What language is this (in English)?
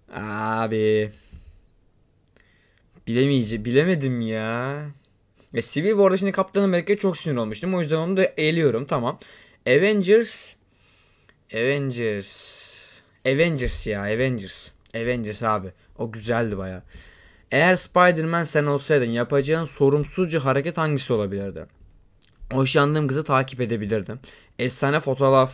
Turkish